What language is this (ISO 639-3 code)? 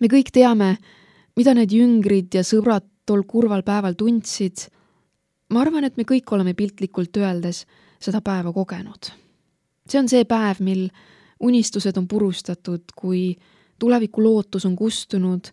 est